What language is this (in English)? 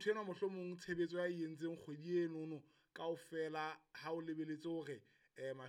Southern Sotho